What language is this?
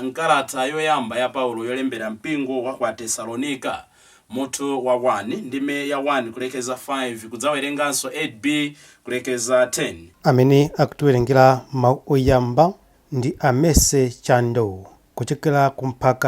Nyanja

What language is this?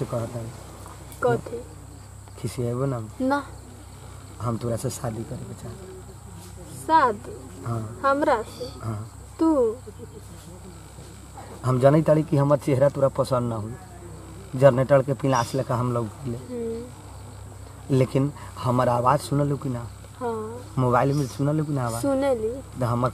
Bhojpuri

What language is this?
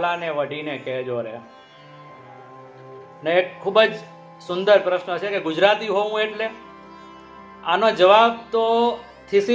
Gujarati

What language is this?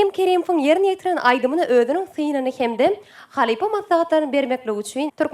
Turkmen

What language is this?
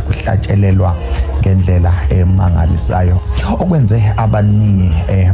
Zulu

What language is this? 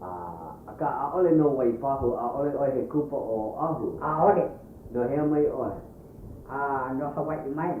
Hawaiian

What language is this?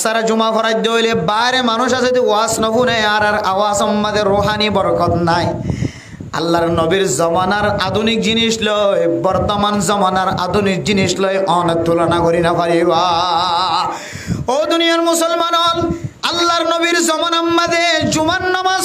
Rohingya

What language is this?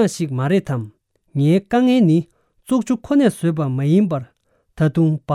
Tibetan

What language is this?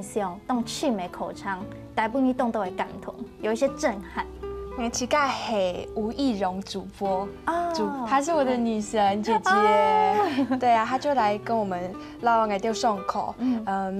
Hakka Chinese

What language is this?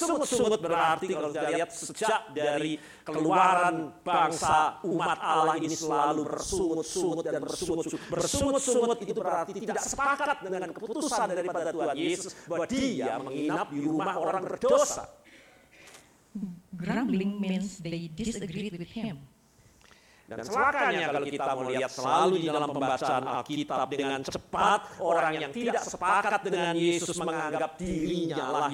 Indonesian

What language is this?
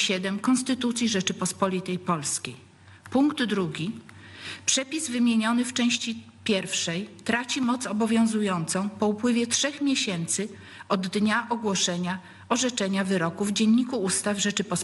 Polish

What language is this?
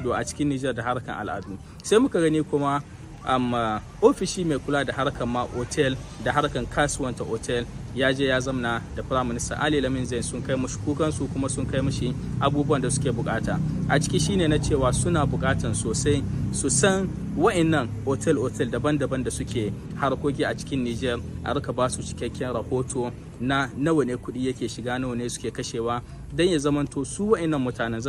Hausa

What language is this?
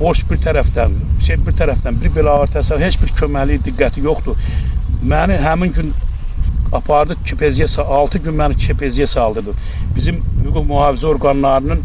Azerbaijani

